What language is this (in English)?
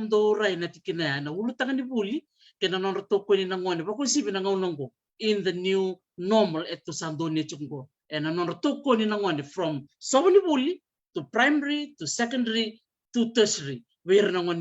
Fijian